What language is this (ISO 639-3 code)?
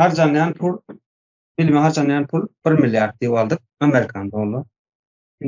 tuk